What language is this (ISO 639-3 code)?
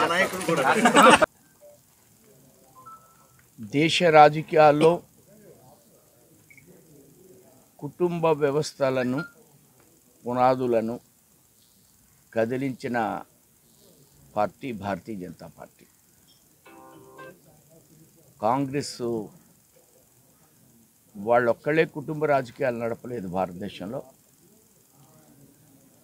tel